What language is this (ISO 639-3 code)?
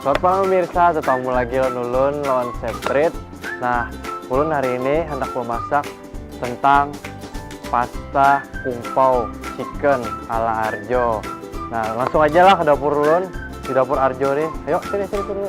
bjn